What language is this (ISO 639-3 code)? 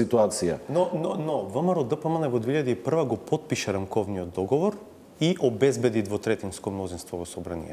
mkd